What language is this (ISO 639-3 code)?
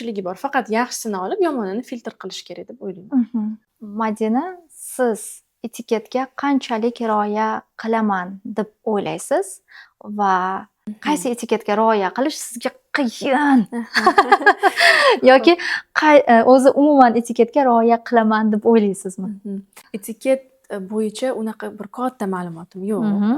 uzb